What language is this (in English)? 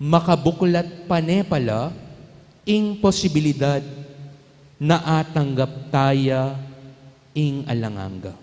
Pampanga